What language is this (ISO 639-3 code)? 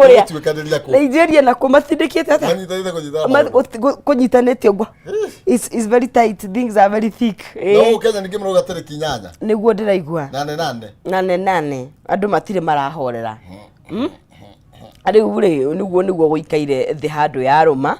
kik